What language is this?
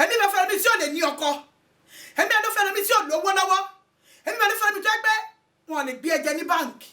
Yoruba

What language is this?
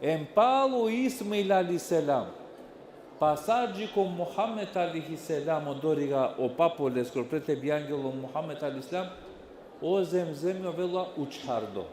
Balkan Romani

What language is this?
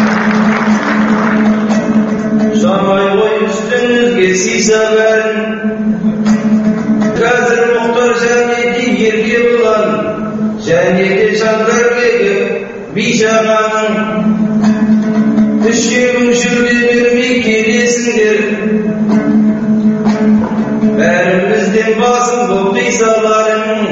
Kazakh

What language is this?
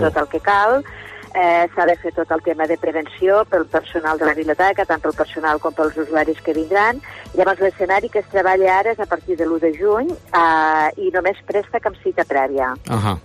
Catalan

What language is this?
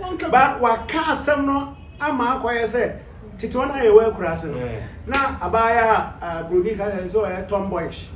Akan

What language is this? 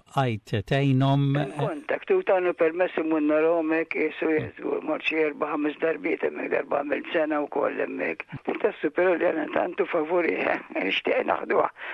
Maltese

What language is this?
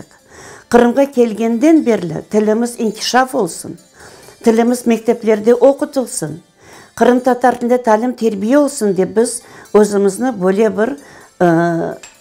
Crimean Tatar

